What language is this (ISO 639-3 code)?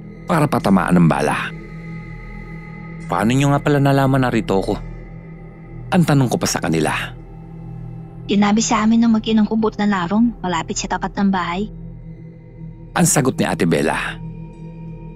fil